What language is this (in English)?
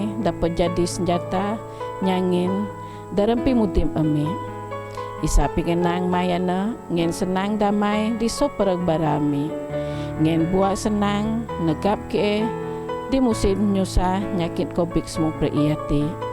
Biatah Bidayuh